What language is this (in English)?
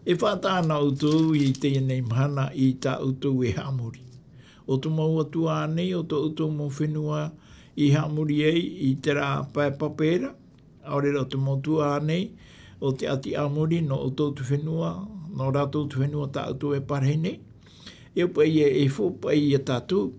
Tahitian